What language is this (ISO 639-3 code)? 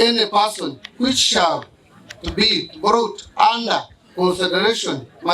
nyn